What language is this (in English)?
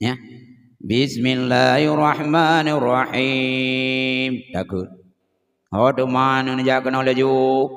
Achinese